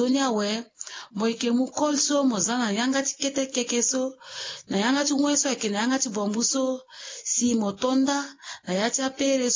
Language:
Sango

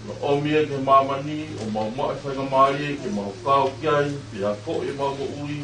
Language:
Tongan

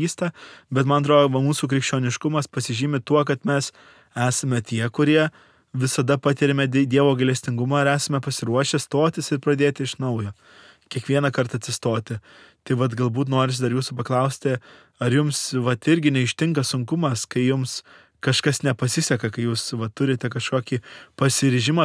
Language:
Lithuanian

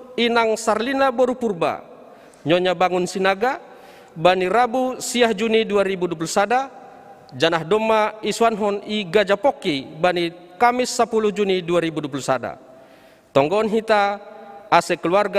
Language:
Batak Simalungun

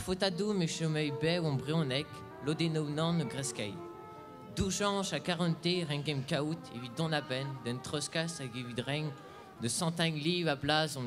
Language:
Breton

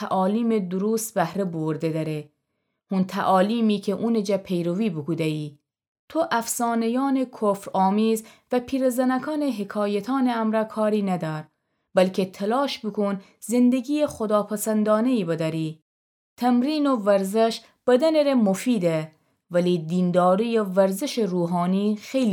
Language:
Gilaki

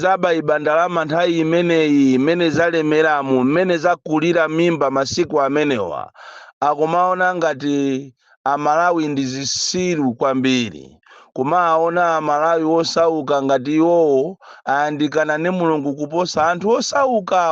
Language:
Nyanja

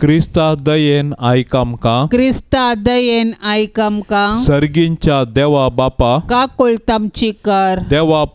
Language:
Konkani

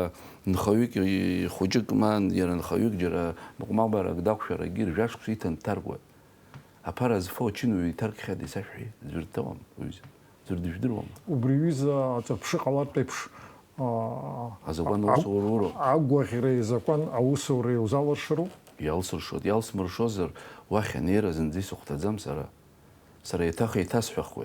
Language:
Abkhazian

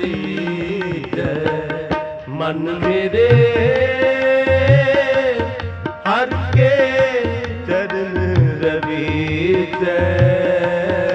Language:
Punjabi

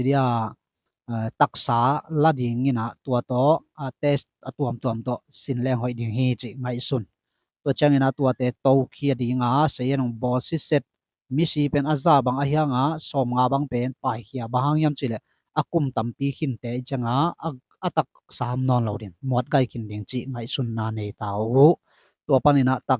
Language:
Tedim Chin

